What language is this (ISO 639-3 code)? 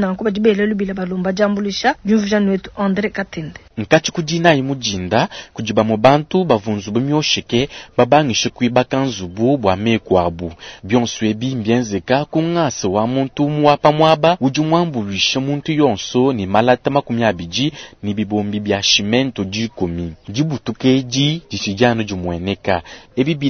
lua